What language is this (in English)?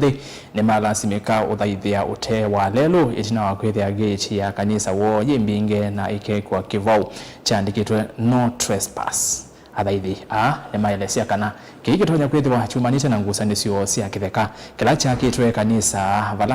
Kamba